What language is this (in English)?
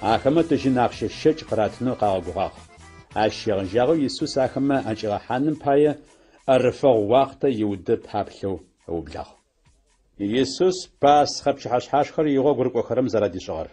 Adyghe